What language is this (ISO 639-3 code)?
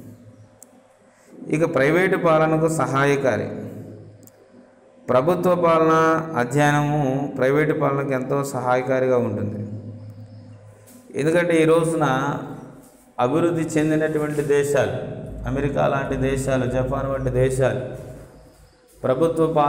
tel